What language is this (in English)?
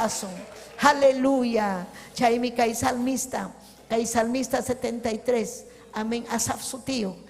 Ayacucho Quechua